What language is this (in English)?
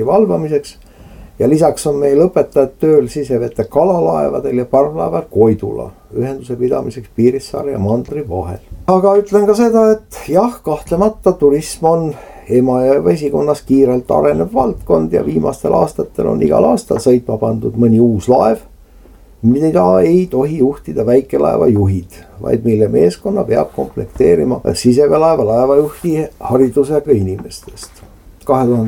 Estonian